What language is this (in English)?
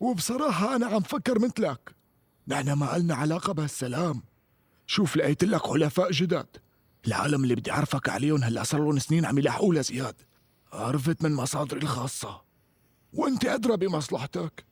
North Levantine Arabic